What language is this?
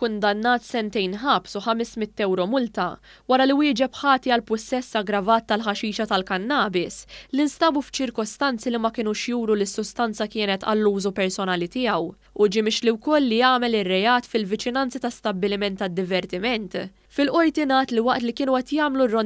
Maltese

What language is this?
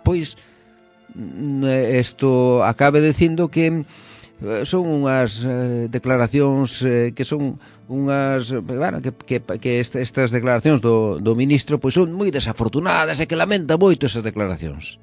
Galician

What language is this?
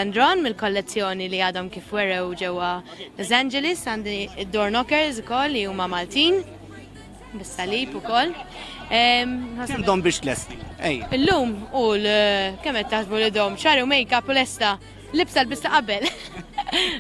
Maltese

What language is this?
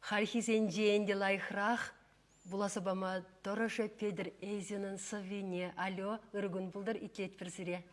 Chuvash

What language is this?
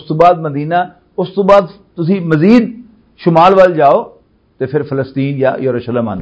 Western Panjabi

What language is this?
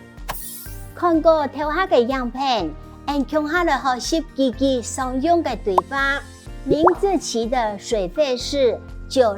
Hakka Chinese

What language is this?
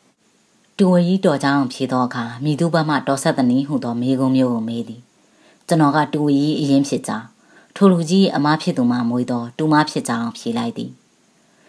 Burmese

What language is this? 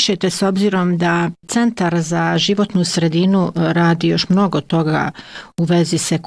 Bosnian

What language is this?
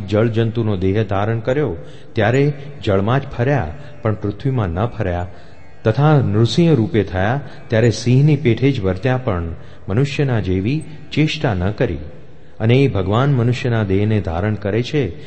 Gujarati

